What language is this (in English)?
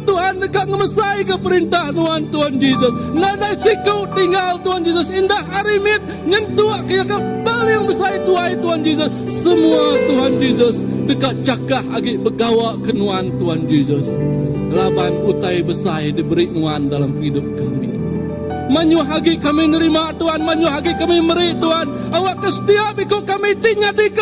Iban